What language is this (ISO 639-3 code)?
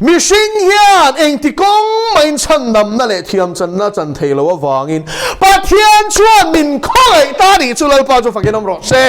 lus